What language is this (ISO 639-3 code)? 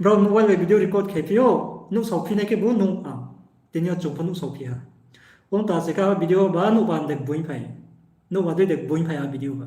ria